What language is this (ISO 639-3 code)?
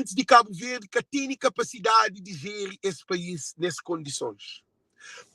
kea